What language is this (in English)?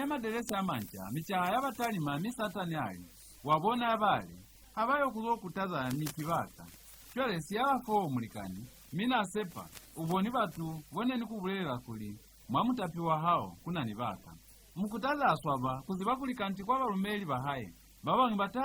Lozi